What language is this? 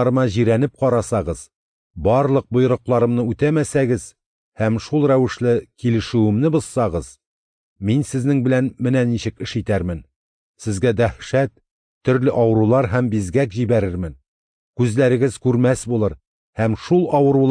Tatar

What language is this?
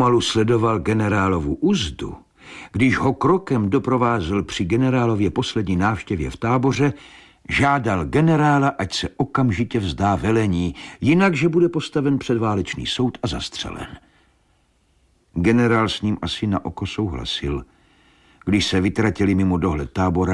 Czech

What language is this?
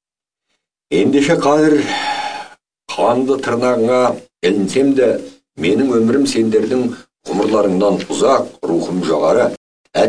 Kazakh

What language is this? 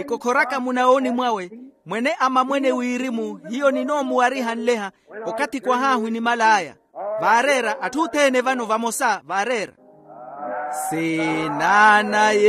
Makhuwa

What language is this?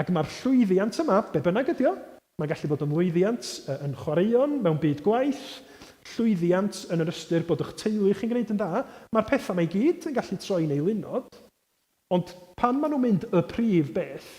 Welsh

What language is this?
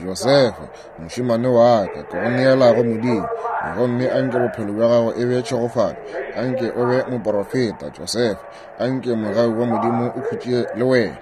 Northern Sotho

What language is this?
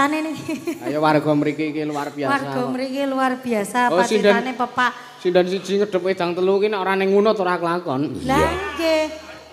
Javanese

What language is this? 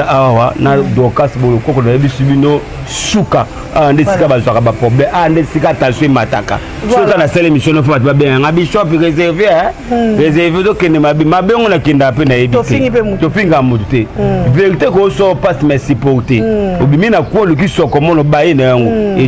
Lingala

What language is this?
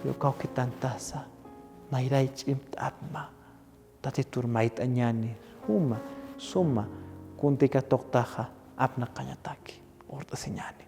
Aymara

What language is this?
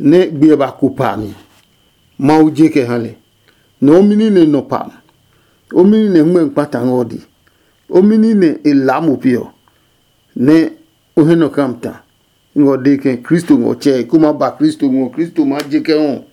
Adangme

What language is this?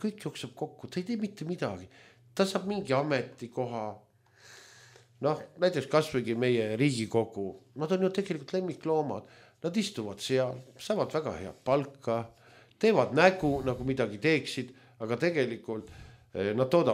Estonian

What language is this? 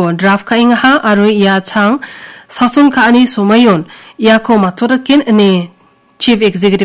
Garo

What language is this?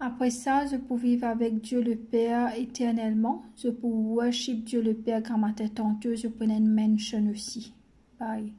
Morisyen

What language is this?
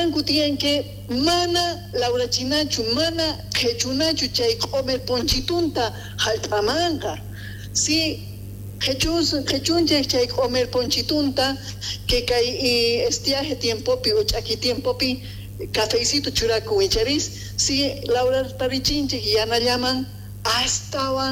Quechua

